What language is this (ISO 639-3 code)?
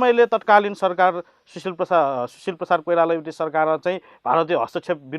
new